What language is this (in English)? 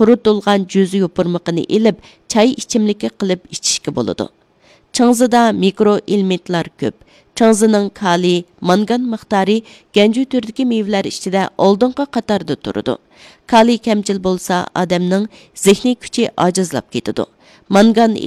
Uyghur